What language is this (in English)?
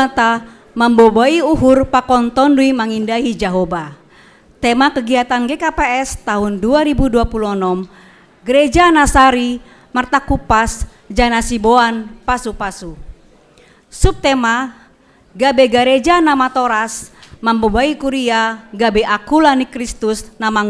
Batak Simalungun